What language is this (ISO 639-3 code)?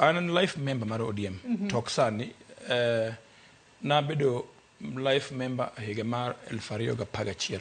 luo